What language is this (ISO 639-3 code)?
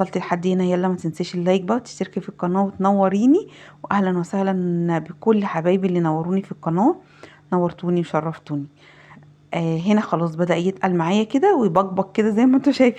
arz